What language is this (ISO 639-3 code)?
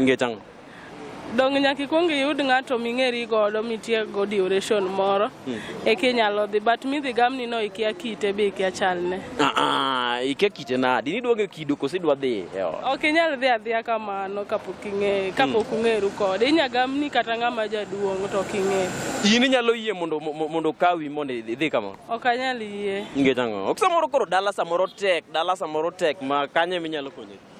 luo